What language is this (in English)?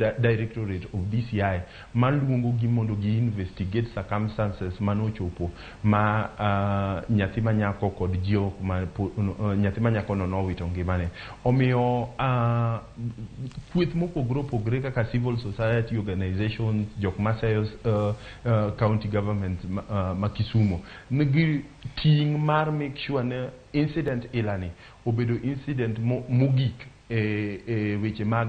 Luo (Kenya and Tanzania)